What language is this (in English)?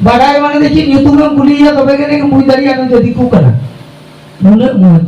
Santali